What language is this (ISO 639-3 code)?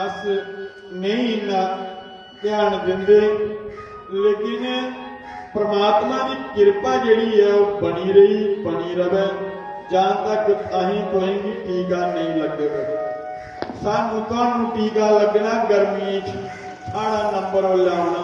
doi